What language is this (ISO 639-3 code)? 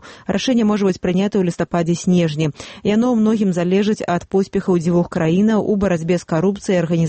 bel